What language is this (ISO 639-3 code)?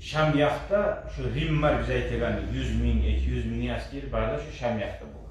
kum